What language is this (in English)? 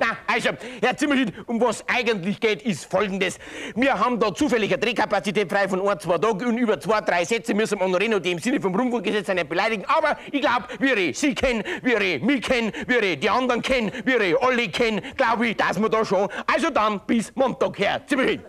Bavarian